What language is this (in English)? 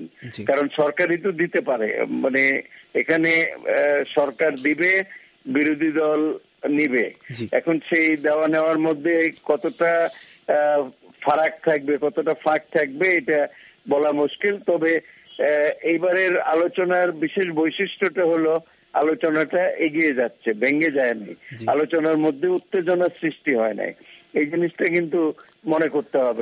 Bangla